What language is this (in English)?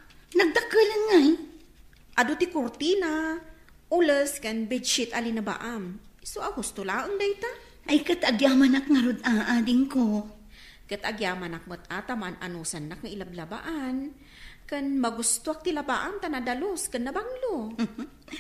Iloko